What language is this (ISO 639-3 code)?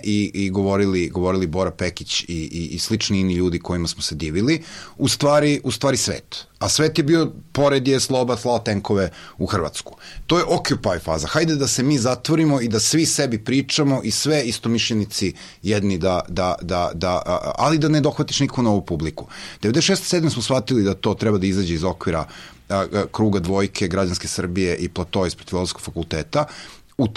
srp